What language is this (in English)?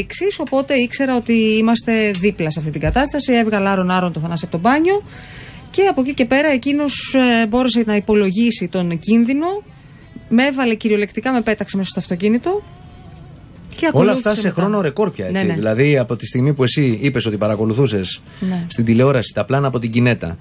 Greek